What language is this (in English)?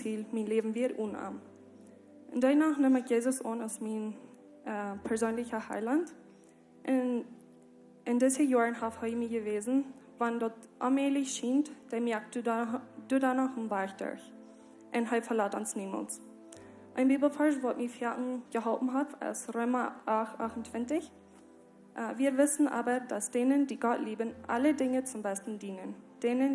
Plautdietsch